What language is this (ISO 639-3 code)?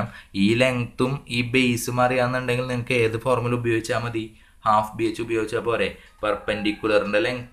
mal